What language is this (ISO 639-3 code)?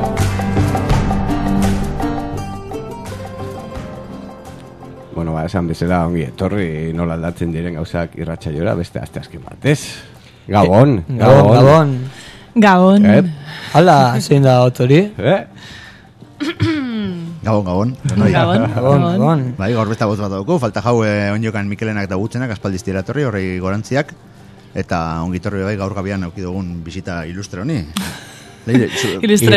eus